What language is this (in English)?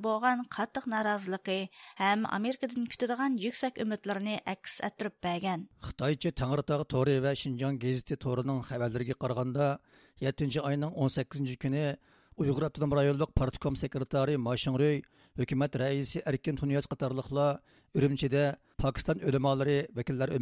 Uyghur